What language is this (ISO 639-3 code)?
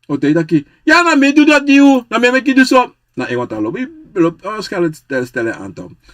srn